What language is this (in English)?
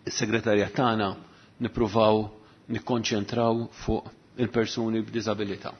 Maltese